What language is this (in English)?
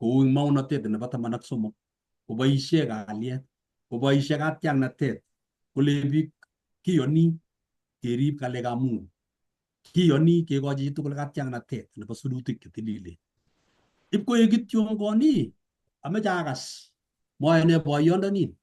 Kalenjin